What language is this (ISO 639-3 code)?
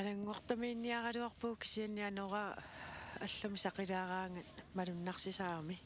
kal